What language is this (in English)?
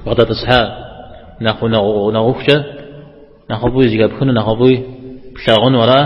Kabardian